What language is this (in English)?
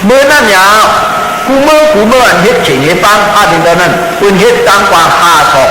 Shan